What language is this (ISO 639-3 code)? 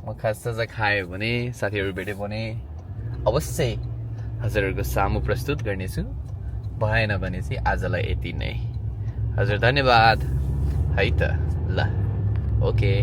nep